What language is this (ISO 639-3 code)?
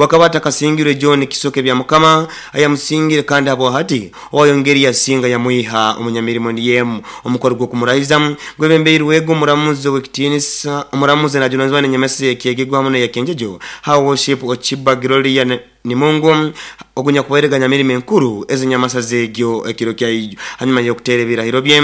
nyo